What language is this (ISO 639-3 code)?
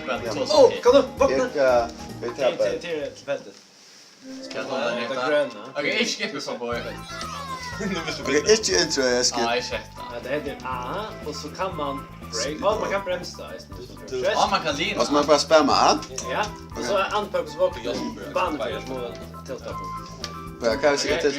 fao